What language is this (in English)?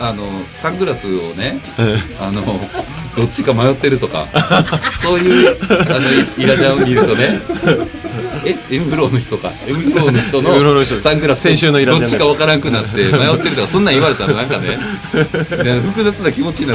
Japanese